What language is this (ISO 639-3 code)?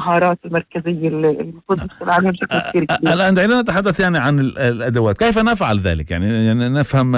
apc